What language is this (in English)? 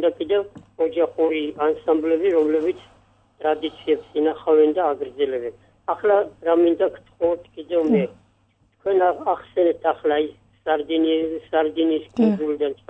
Georgian